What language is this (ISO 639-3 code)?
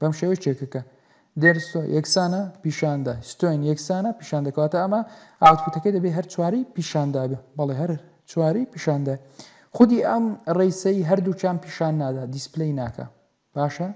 ckb